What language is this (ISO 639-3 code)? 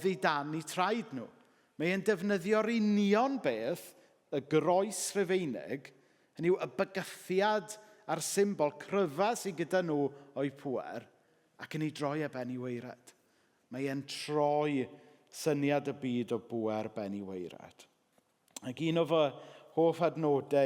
cym